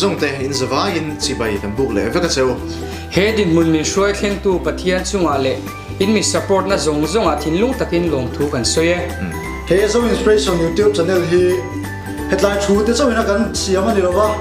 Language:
Mizo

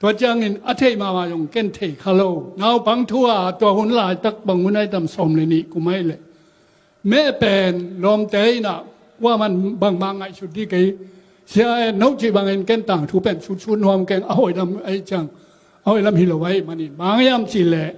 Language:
Tedim Chin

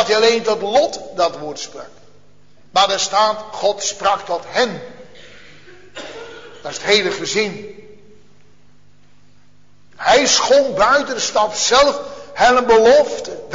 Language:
Dutch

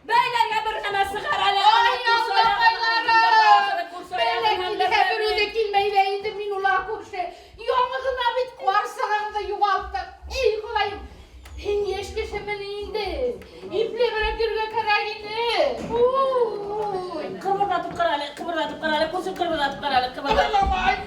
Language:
Bashkir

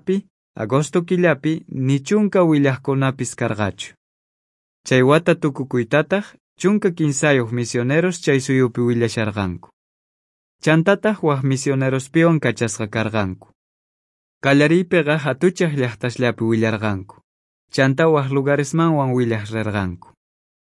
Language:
South Bolivian Quechua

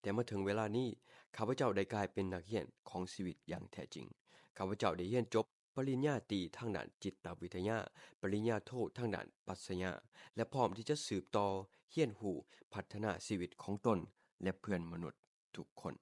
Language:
Lao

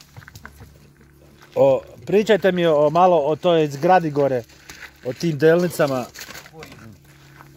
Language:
Croatian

